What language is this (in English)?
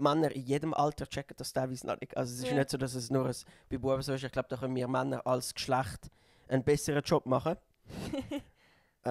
Swiss German